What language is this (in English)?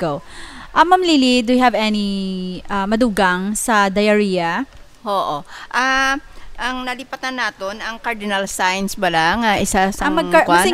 Hiligaynon